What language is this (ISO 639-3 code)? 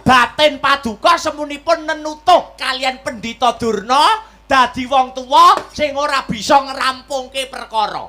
jav